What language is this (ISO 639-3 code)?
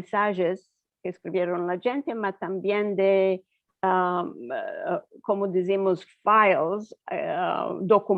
lad